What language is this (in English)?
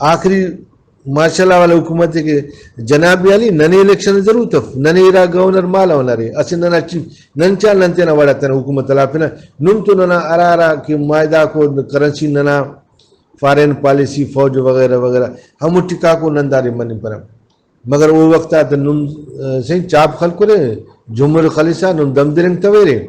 Brahui